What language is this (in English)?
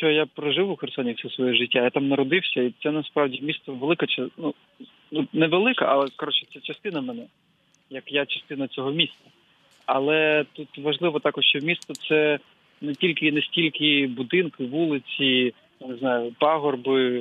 Ukrainian